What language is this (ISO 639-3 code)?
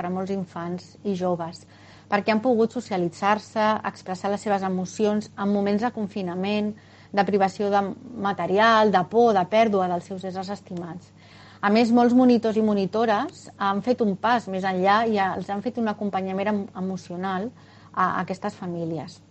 cat